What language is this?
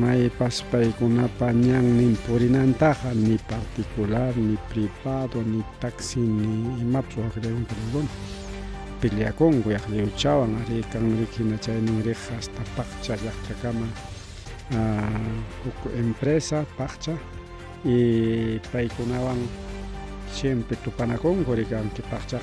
Ayacucho Quechua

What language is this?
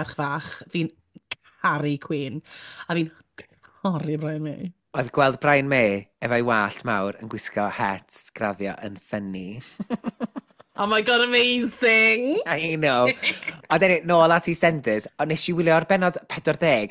Welsh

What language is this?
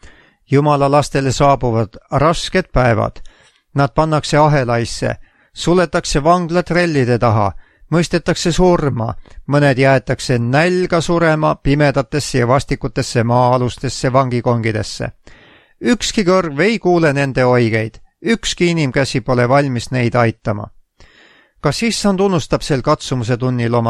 Estonian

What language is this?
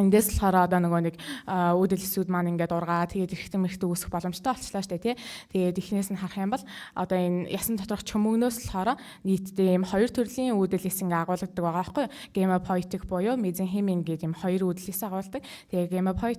Mongolian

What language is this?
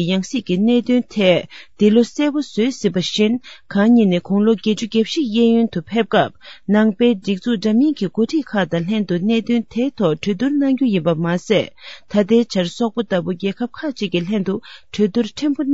Tibetan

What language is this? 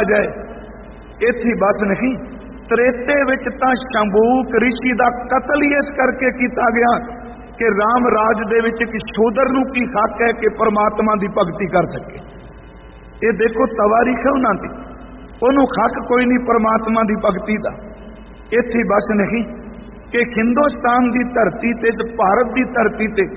Punjabi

